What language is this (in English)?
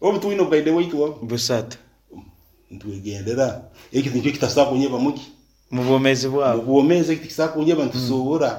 Nyankole